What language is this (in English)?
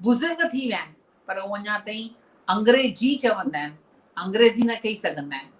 Sindhi